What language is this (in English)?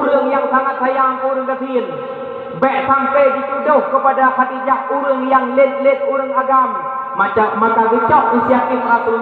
Achinese